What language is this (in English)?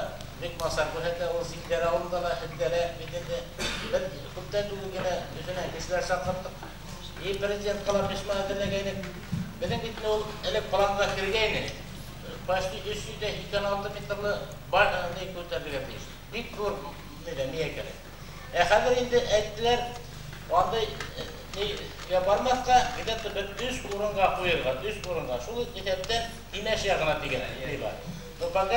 Bashkir